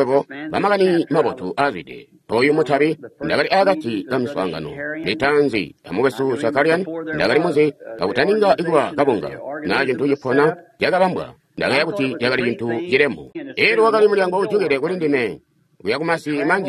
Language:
Tonga (Zambia)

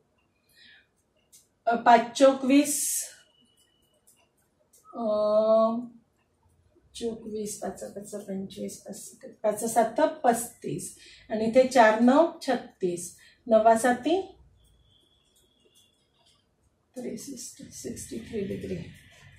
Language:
Marathi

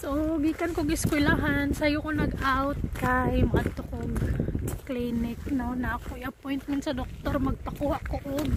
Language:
Cebuano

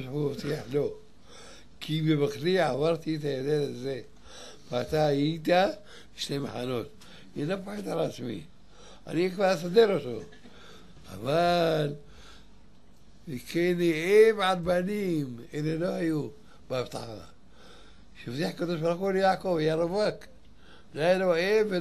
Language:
Hebrew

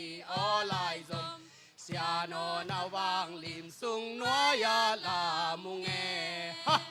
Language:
Tedim Chin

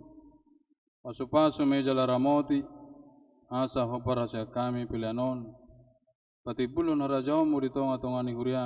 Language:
Batak Toba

